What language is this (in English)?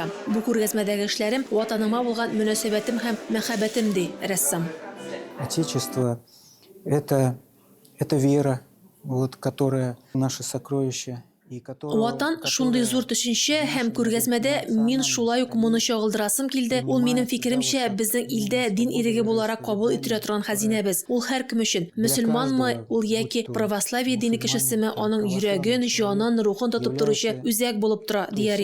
Tatar